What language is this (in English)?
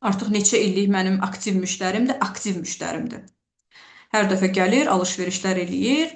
Azerbaijani